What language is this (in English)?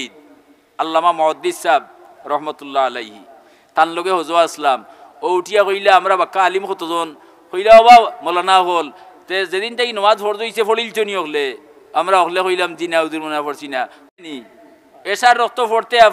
Sylheti